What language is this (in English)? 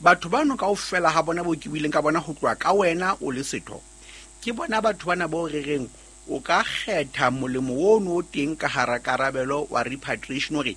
Southern Sotho